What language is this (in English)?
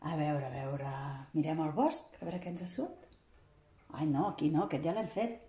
Catalan